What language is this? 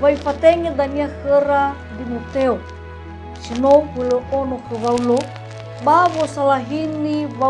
Nias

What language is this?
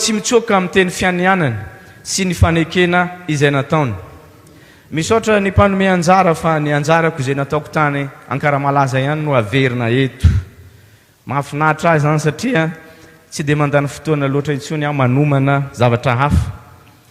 Malagasy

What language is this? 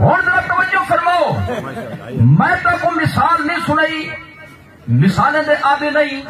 Saraiki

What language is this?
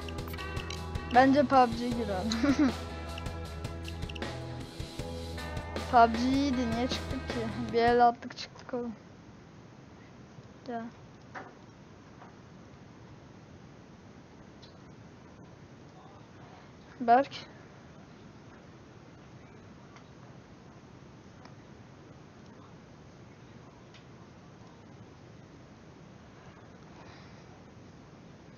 Turkish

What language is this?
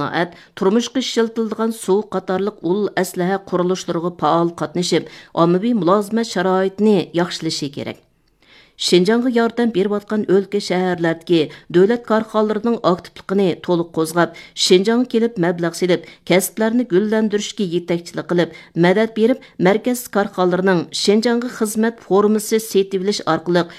Uyghur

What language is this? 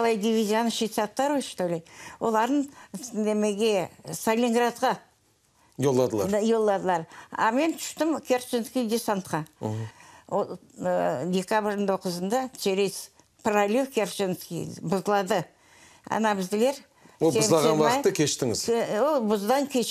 Crimean Tatar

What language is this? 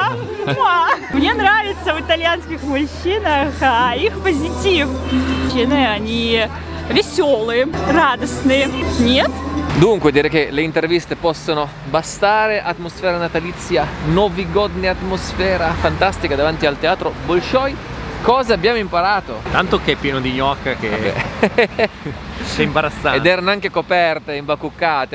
Italian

